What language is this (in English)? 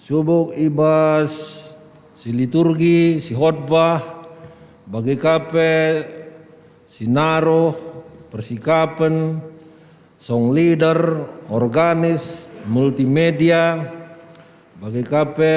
Batak Karo